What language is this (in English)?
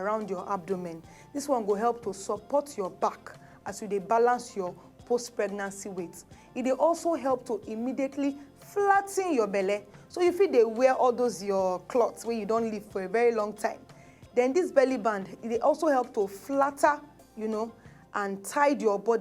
Nigerian Pidgin